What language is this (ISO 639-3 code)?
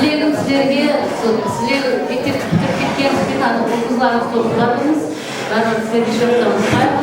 kaa